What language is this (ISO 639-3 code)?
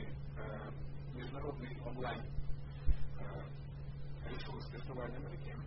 ukr